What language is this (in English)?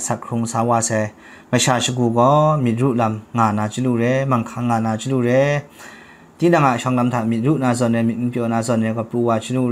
Kachin